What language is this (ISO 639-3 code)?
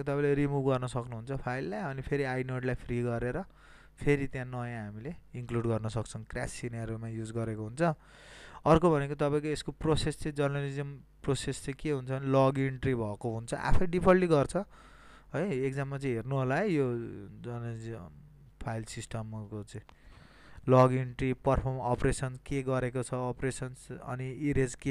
nep